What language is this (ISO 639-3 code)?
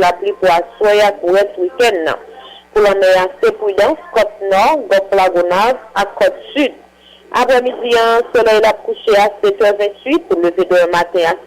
hat